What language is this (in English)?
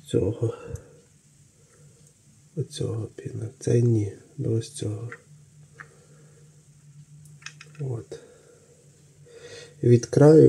Ukrainian